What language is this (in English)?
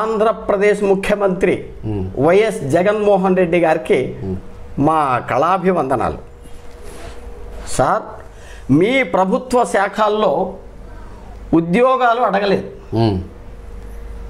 Telugu